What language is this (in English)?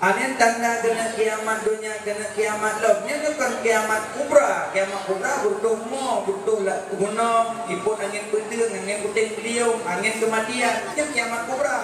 Achinese